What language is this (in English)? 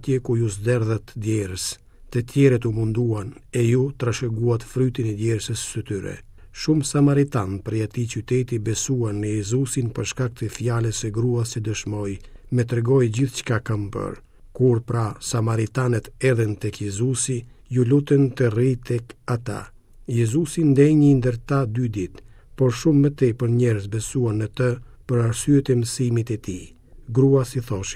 Albanian